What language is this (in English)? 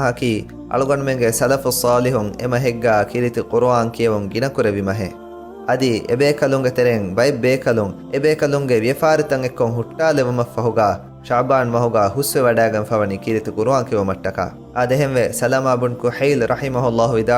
Divehi